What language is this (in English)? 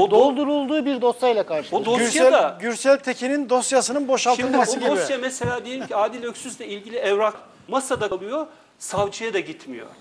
Turkish